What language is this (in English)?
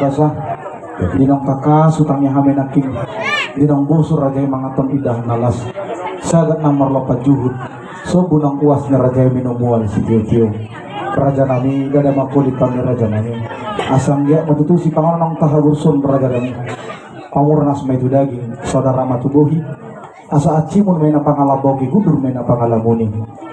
Batak Toba